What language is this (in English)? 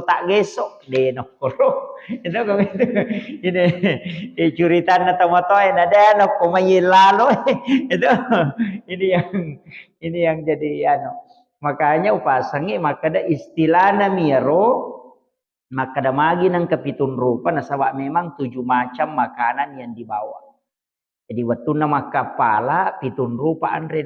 Buginese